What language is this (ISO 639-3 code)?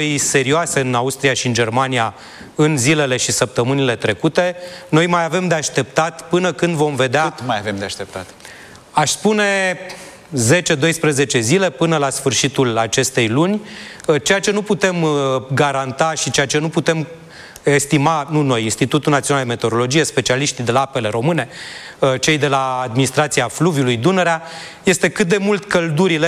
ron